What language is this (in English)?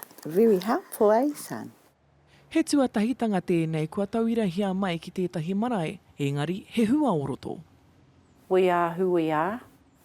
Māori